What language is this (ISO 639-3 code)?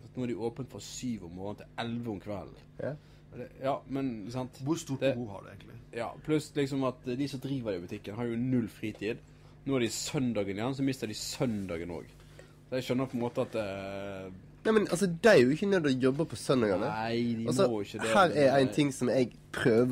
nor